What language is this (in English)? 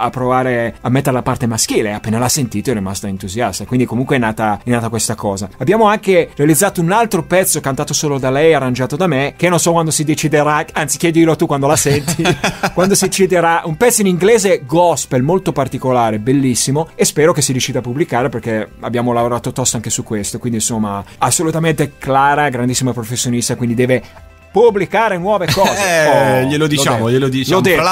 Italian